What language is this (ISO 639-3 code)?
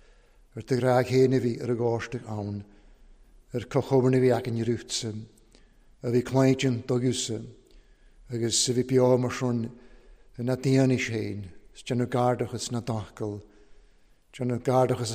cym